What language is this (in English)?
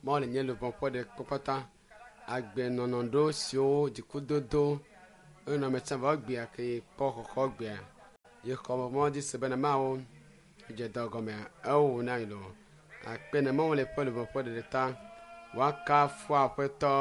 Ewe